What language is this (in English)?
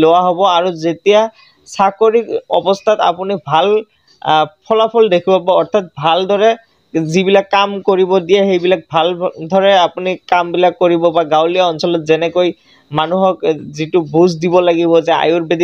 Assamese